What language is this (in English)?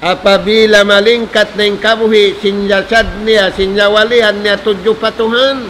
Tausug